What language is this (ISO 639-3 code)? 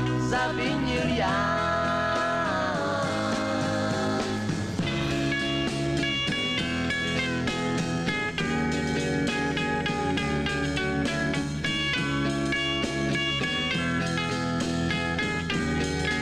ces